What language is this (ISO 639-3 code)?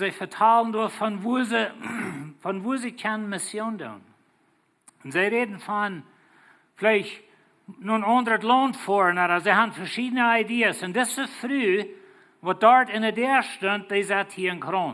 pdt